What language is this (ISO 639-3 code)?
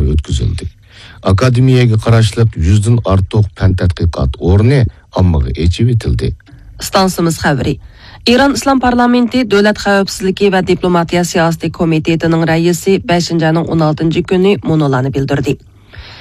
uig